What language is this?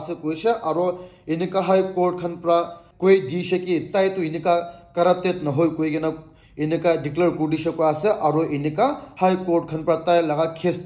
Naga Pidgin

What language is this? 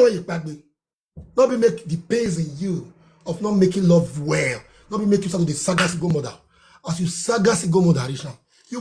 Nigerian Pidgin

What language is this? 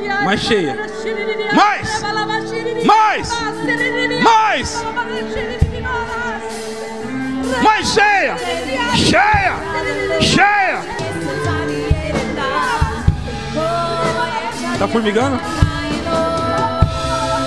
Portuguese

